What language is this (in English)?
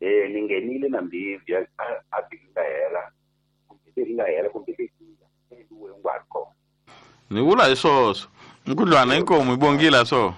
Tsonga